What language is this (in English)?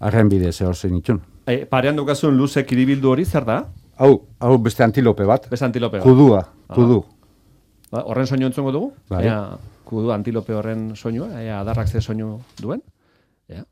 Basque